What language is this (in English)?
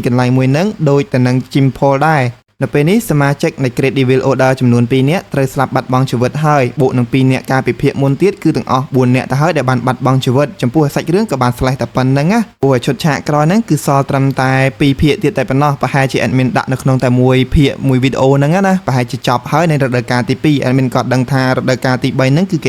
Khmer